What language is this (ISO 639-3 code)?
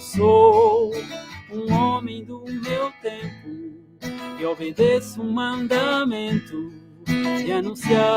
kea